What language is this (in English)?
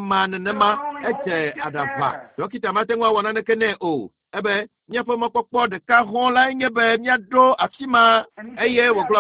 Ewe